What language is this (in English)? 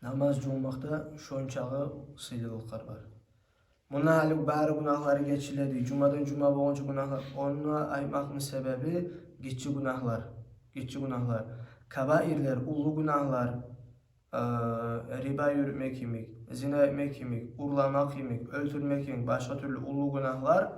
Kumyk